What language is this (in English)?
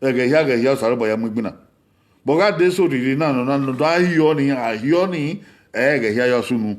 Bini